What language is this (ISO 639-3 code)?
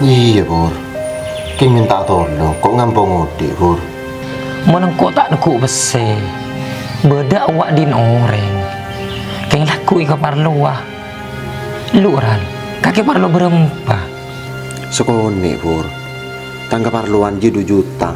mad